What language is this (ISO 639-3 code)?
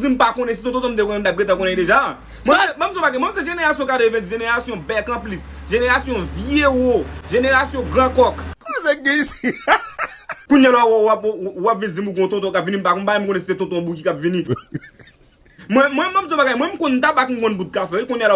hat